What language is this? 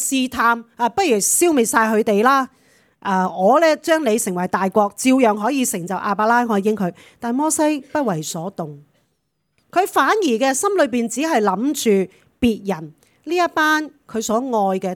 Cantonese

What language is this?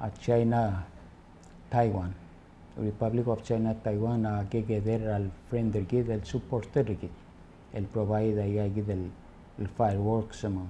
Palauan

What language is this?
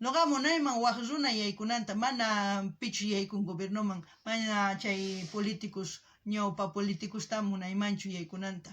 South Bolivian Quechua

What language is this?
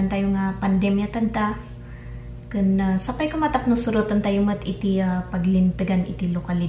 Iloko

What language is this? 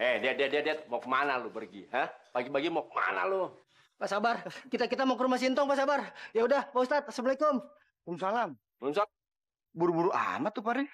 Betawi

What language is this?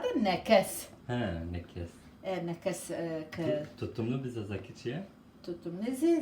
Zaza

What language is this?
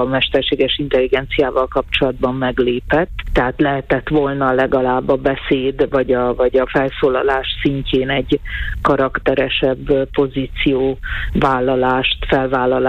Hungarian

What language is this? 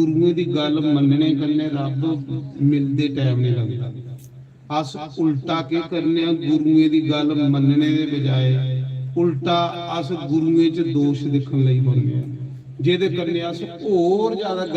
Dogri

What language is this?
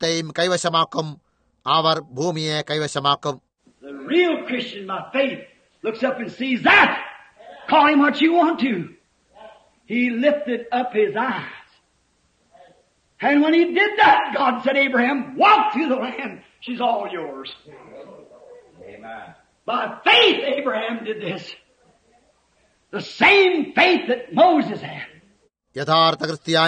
Malayalam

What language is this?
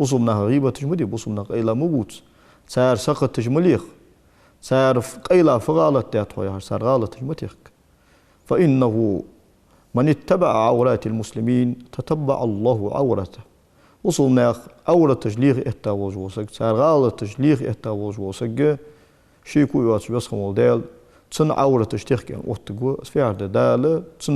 Ingush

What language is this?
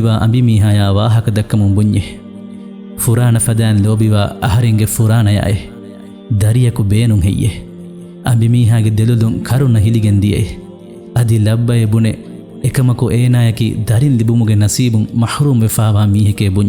Divehi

